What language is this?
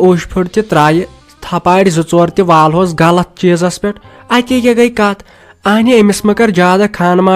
Kashmiri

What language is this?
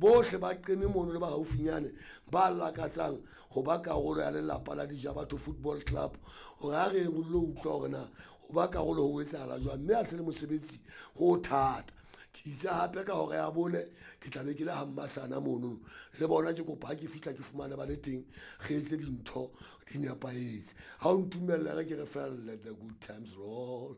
Southern Sotho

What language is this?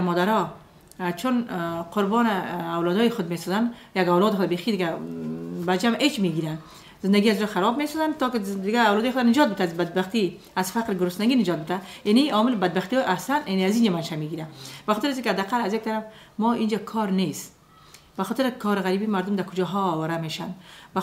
Persian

